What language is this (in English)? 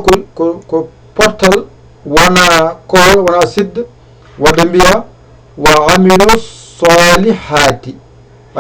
Fula